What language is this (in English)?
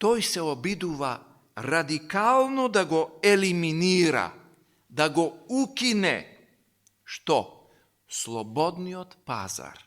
Macedonian